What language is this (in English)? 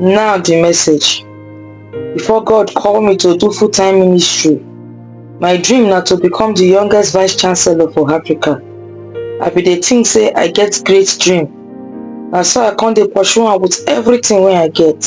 Nigerian Pidgin